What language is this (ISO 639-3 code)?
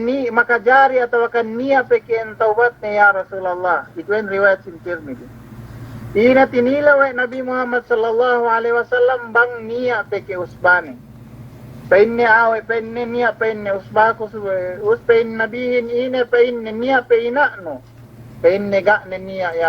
yka